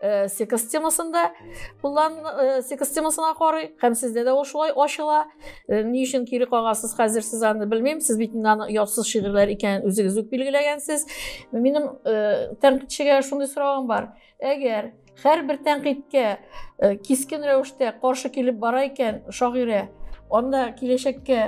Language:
Tatar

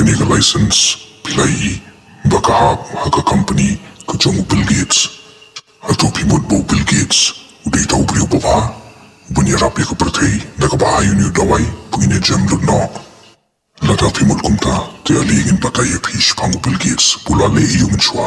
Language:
Khasi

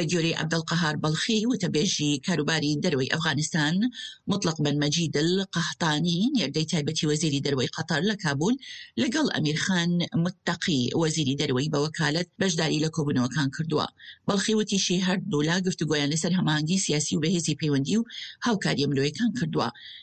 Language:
Central Kurdish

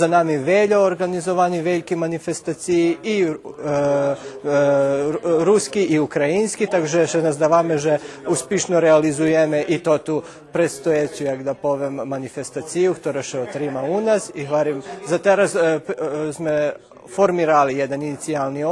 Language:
Rusyn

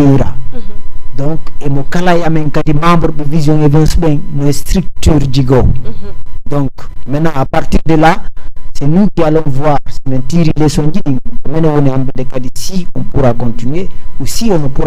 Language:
Fula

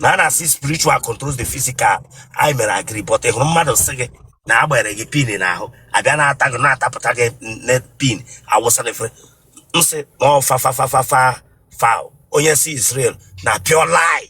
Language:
Igbo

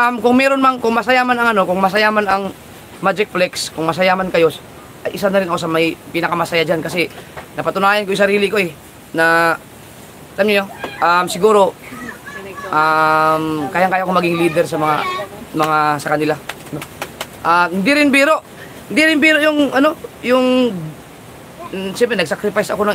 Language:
Filipino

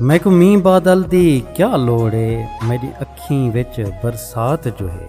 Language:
Saraiki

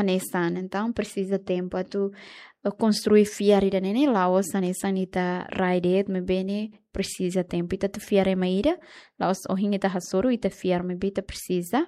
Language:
Tetum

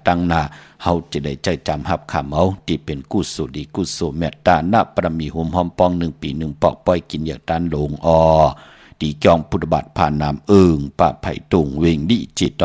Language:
Shan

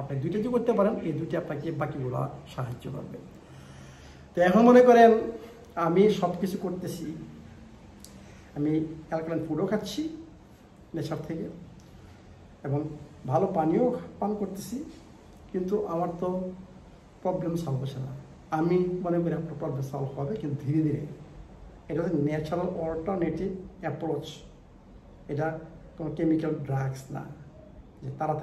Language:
Bangla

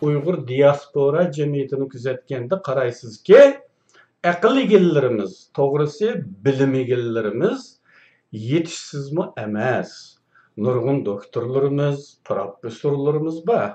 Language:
Uyghur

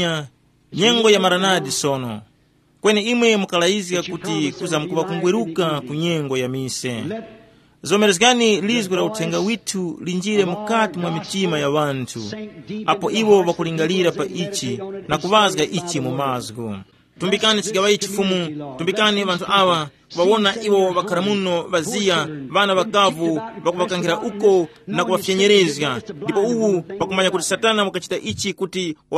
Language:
Tumbuka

